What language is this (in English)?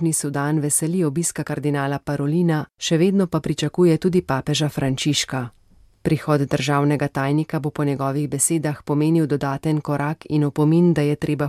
Slovenian